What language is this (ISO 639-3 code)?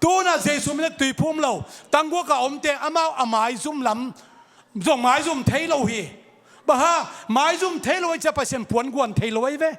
ctd